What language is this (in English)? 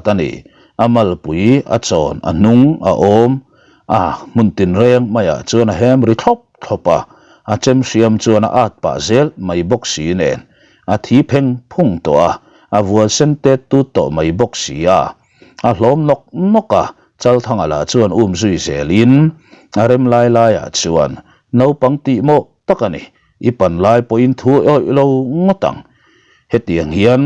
Mizo